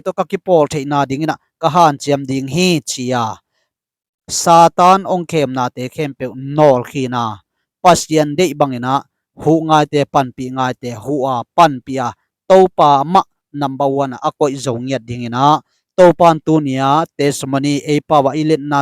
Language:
Tedim Chin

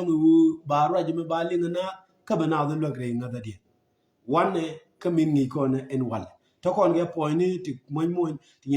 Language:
Nuer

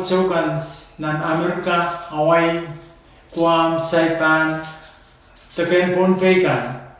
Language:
Pohnpeian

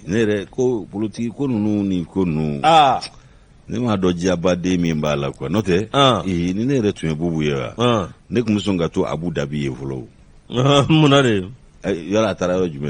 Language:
Bambara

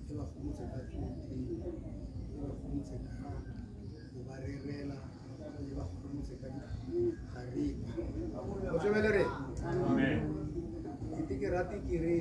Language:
Tswana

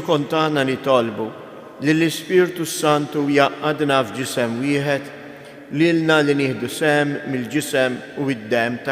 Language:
Maltese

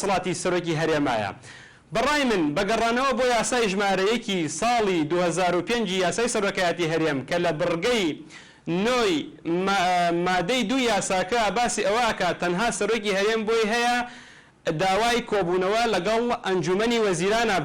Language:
Central Kurdish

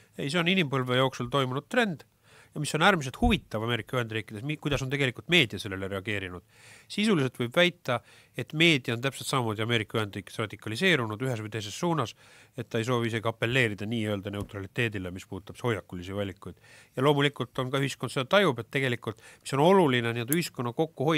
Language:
Estonian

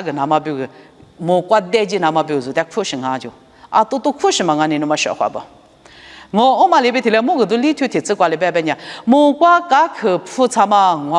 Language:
Lisu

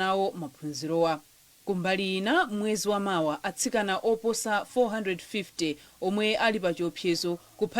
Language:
Nyanja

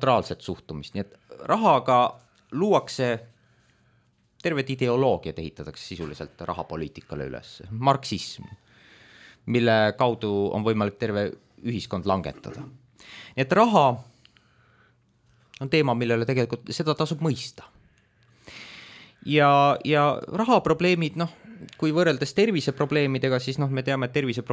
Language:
Estonian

